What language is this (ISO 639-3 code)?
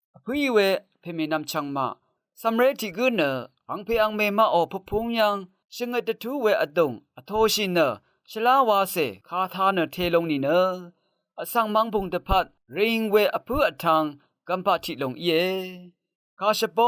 raw